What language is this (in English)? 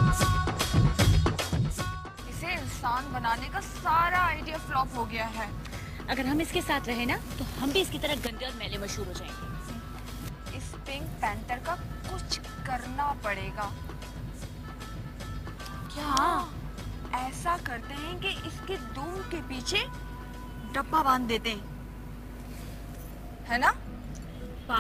Hindi